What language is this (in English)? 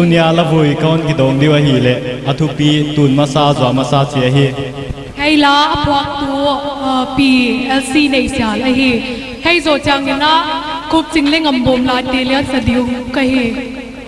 Paite Chin